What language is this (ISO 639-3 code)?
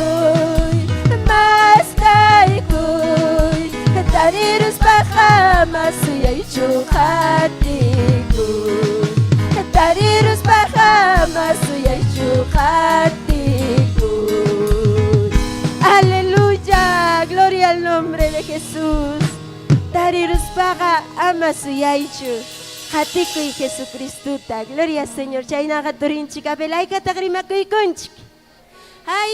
quy